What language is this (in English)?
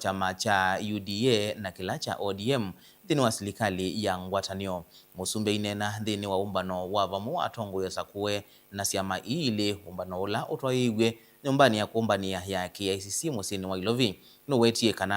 Kamba